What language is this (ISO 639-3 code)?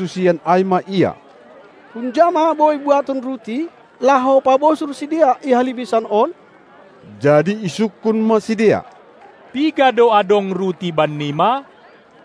bts